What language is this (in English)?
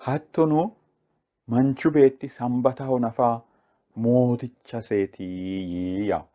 Sidamo